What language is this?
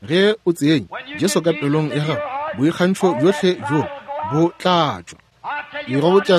Northern Sotho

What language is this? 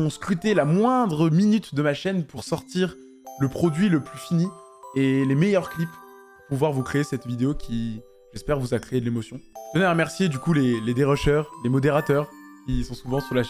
French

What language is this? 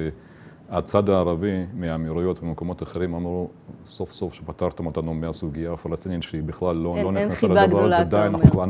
Hebrew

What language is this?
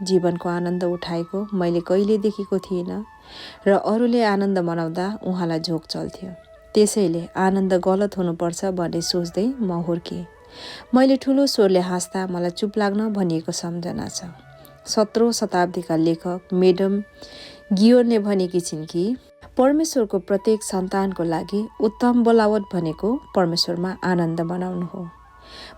Nepali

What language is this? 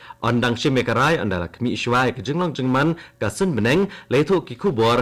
Khasi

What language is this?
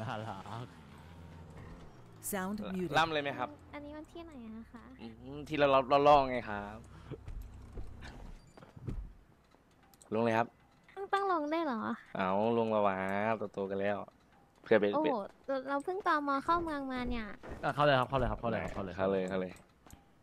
Thai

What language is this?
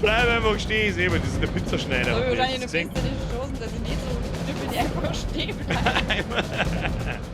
Bavarian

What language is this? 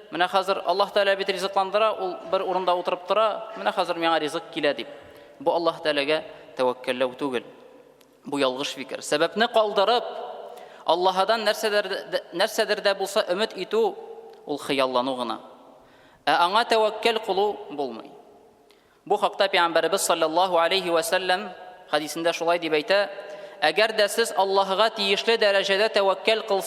Tatar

